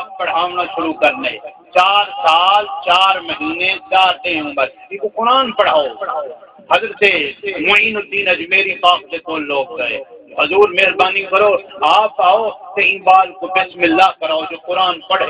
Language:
Saraiki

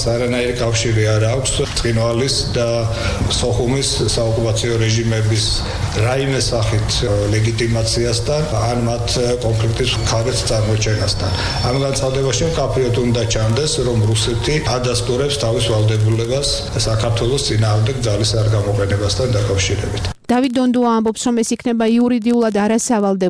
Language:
Georgian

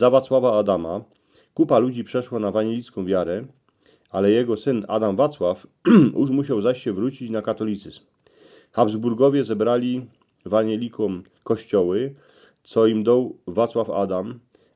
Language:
Silesian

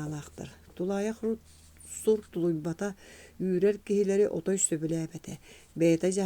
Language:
Yakut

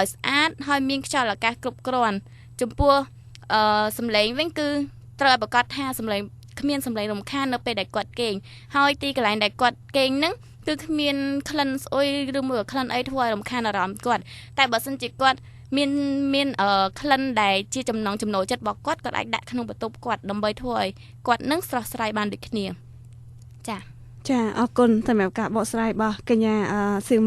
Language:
Khmer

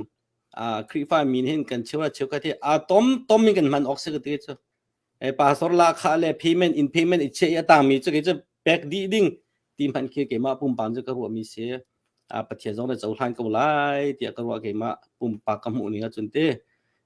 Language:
Hakha Chin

